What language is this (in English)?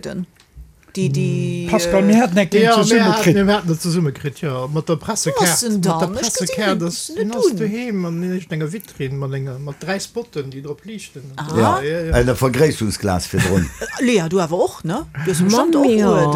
Luxembourgish